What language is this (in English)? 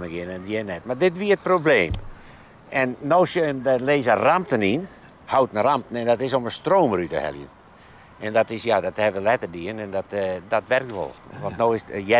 Western Frisian